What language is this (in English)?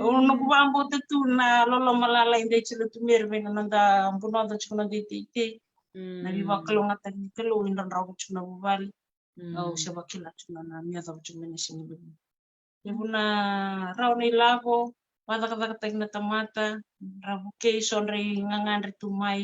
Fijian